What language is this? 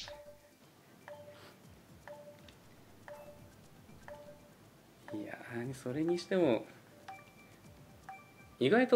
Japanese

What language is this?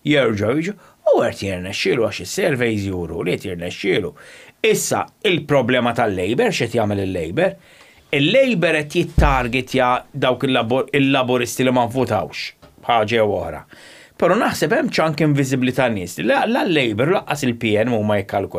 Maltese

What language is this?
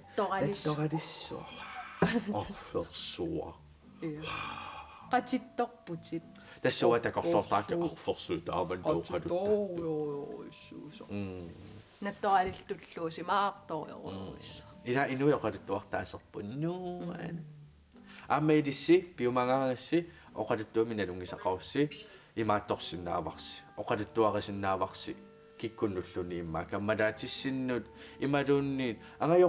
Kalaallisut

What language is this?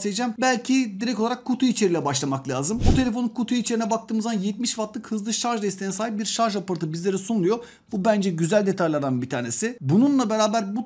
Turkish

